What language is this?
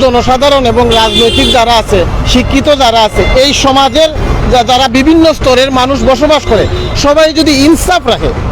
Sylheti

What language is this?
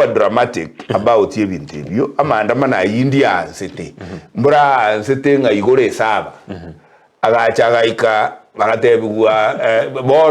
Gusii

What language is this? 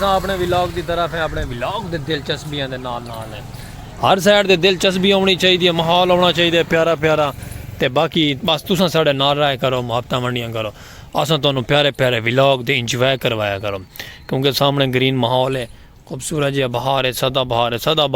Saraiki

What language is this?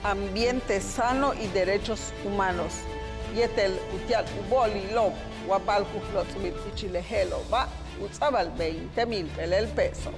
Yucateco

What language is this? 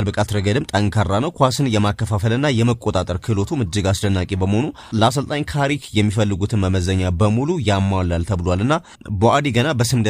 Amharic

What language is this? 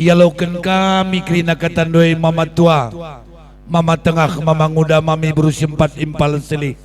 Batak Karo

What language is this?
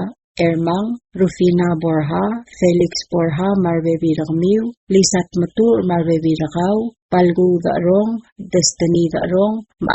Palauan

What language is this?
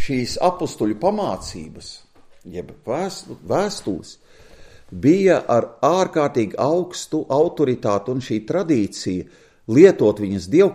Latvian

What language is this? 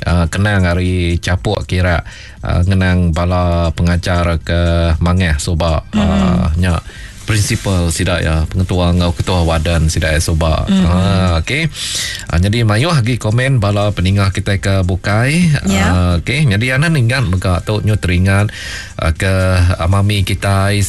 Iban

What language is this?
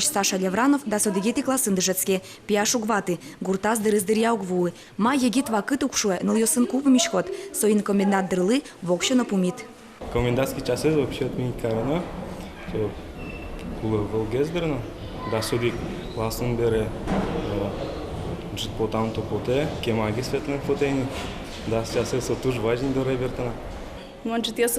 Udmurt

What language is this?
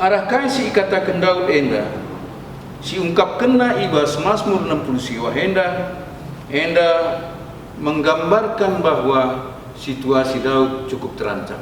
Batak Karo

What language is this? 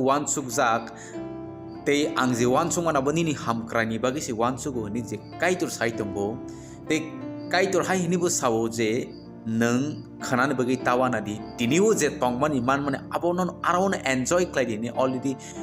Kok Borok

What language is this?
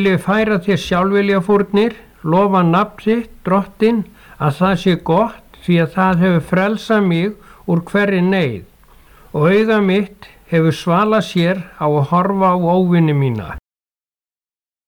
Icelandic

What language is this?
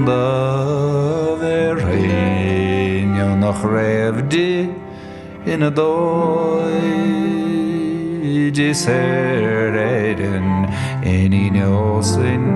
Irish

